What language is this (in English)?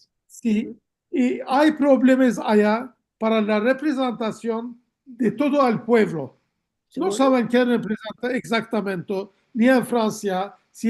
Ladino